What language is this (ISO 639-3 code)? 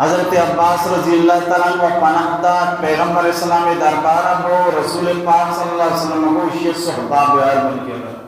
bal